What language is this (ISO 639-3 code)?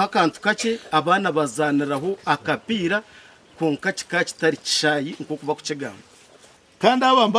nyn